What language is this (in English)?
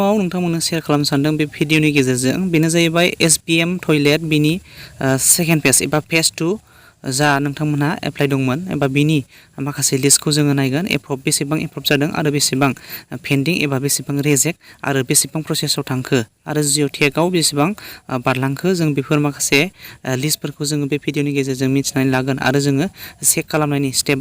Bodo